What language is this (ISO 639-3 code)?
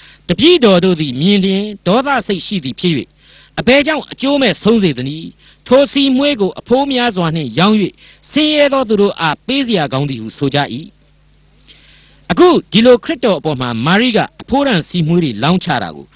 mya